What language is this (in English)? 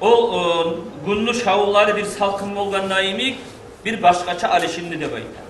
Kumyk